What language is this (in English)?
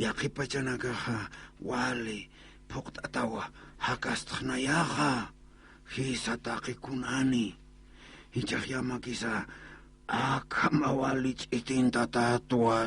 Aymara